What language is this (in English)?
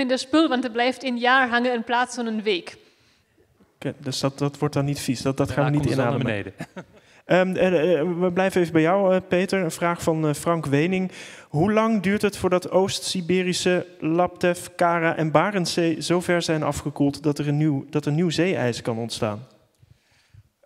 Dutch